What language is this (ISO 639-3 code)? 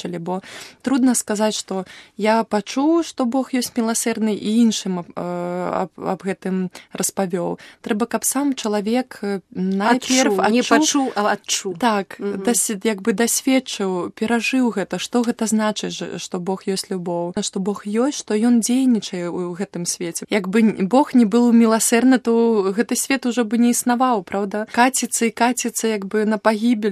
bel